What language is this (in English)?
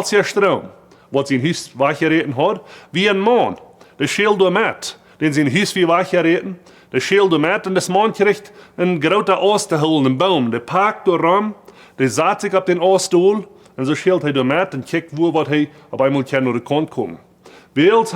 Plautdietsch